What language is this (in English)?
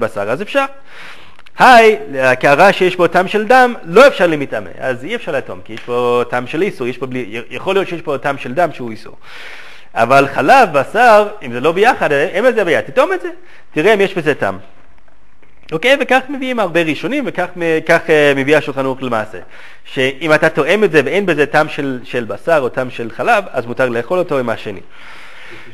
Hebrew